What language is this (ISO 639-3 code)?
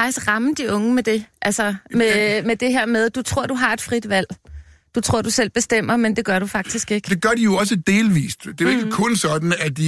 dan